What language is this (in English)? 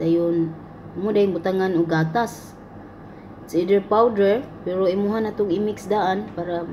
Cebuano